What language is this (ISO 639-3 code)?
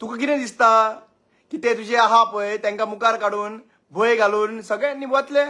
kok